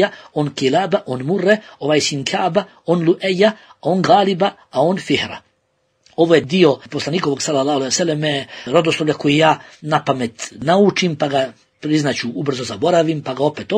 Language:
Bosnian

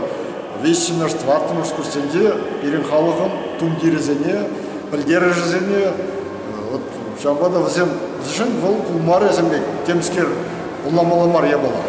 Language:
Chuvash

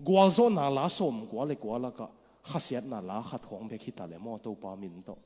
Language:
Tedim Chin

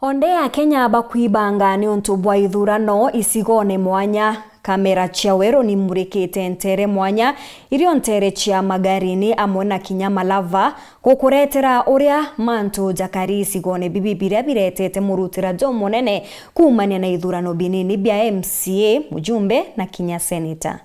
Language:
Meru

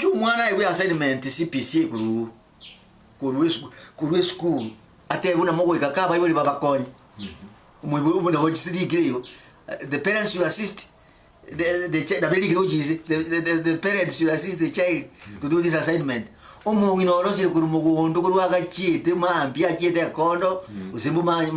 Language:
Gusii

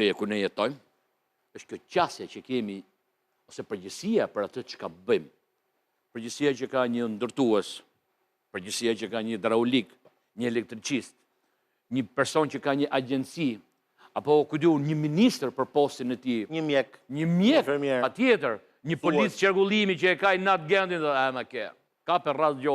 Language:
Albanian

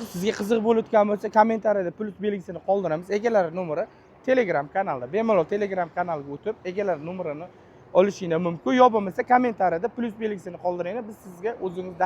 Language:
Uzbek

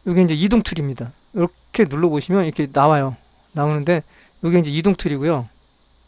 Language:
Korean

